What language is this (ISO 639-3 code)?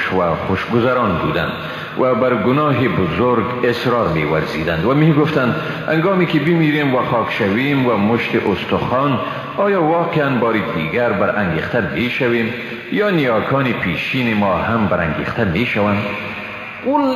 fas